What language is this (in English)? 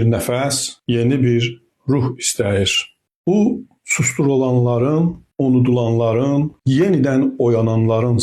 Azerbaijani